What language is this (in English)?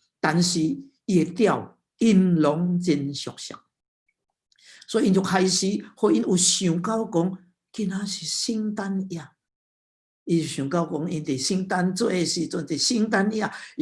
Min Nan Chinese